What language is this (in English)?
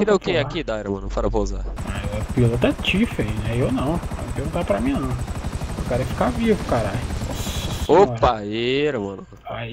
Portuguese